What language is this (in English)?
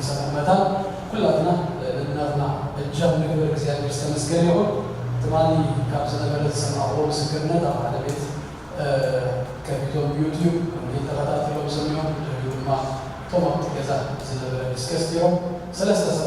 Tigrinya